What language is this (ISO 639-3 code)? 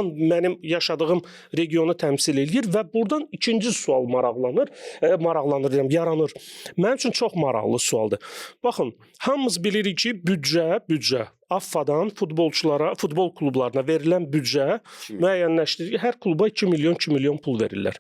aze